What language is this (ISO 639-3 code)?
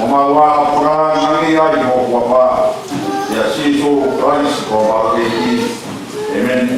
ton